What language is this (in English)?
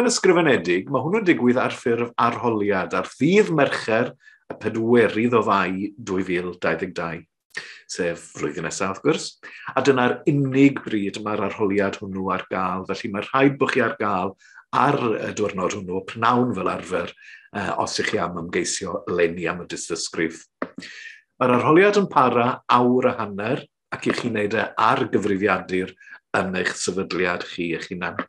Welsh